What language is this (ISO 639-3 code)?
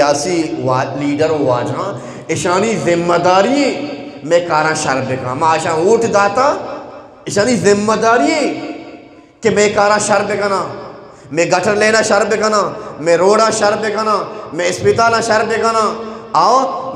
bgp